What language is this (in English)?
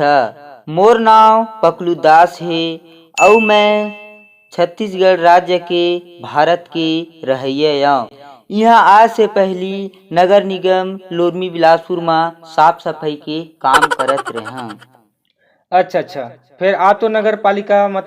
Chhattisgarhi